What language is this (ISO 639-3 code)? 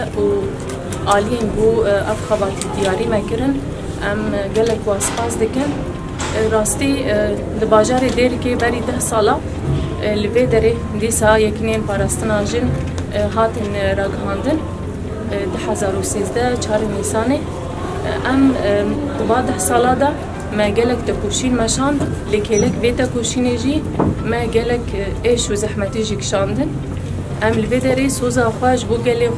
kur